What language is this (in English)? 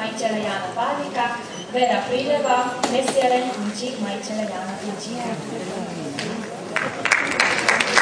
Slovak